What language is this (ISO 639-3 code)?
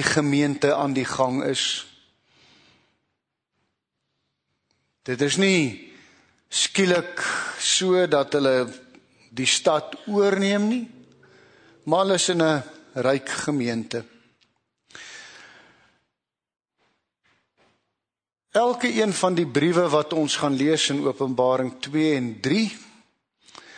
afr